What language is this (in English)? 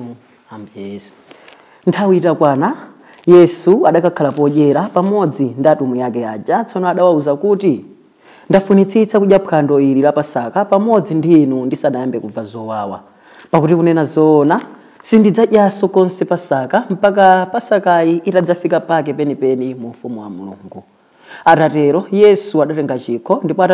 Nyanja